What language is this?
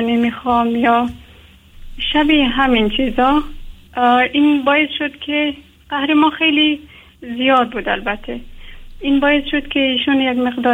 Persian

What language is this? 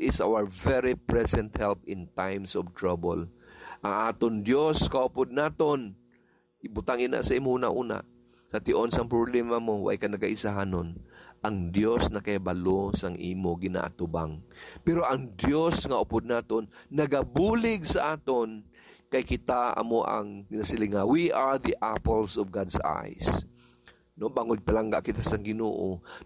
Hiligaynon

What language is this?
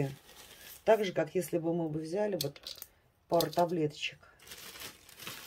Russian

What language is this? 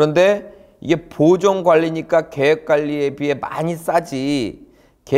Korean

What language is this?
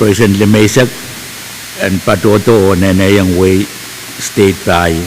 Pohnpeian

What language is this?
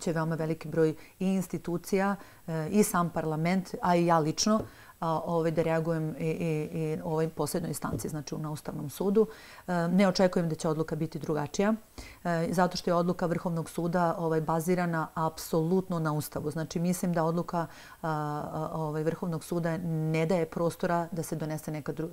Serbian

